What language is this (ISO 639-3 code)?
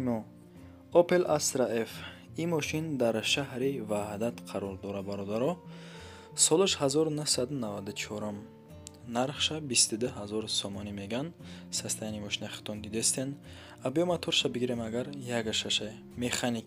tgk